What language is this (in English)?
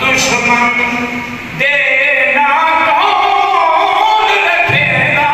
Saraiki